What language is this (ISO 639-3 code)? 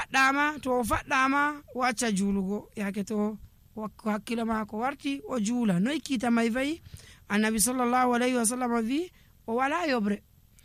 fuv